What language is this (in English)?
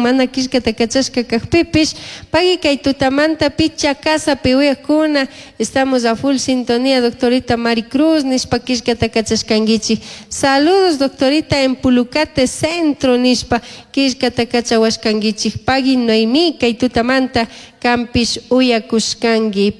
Chimborazo Highland Quichua